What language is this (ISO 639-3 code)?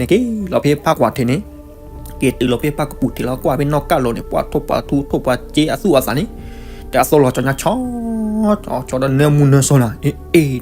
ksw